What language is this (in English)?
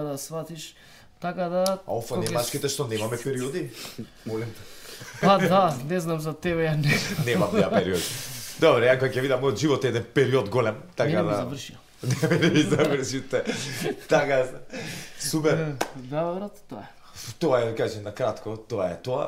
Macedonian